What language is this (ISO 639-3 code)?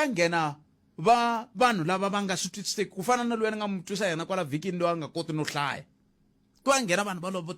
tso